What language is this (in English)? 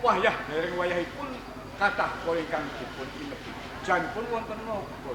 Javanese